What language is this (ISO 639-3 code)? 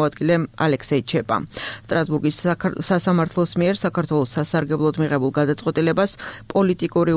kat